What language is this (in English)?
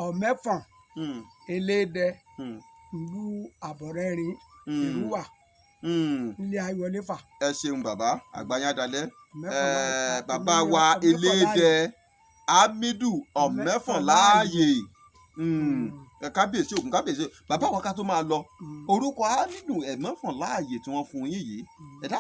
Yoruba